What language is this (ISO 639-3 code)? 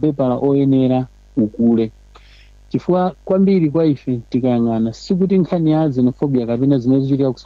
nya